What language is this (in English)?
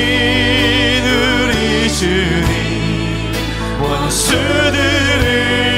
Korean